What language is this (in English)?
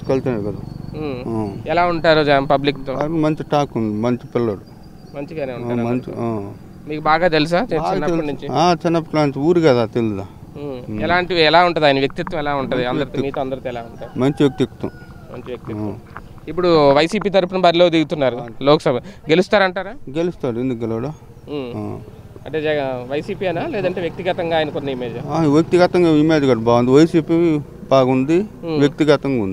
Telugu